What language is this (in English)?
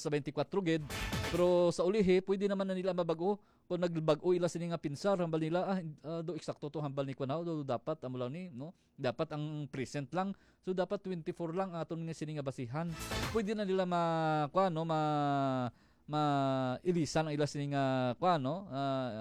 Hiligaynon